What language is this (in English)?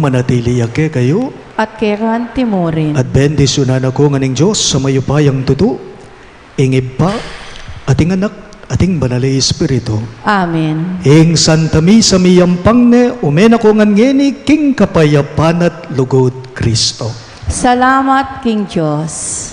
Pampanga